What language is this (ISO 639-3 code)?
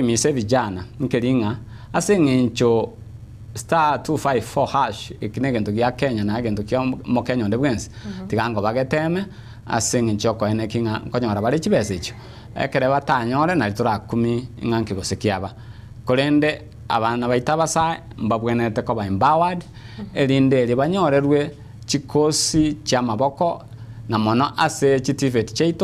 guz